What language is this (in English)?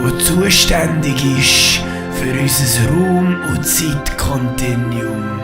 Swiss German